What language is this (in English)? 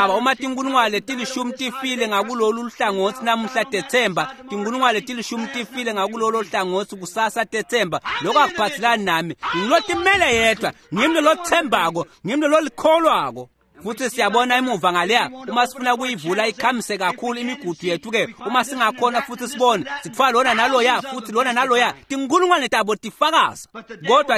Swati